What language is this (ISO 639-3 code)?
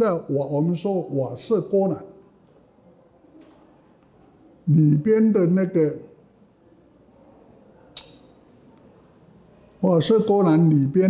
zho